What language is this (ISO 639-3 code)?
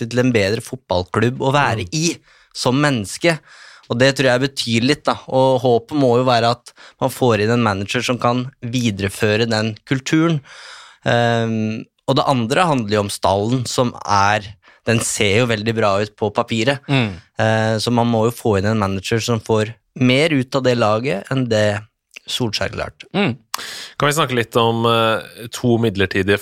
nor